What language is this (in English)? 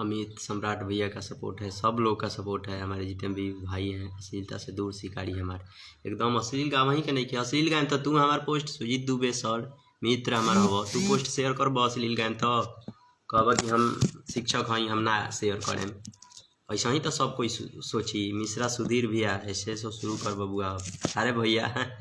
Bhojpuri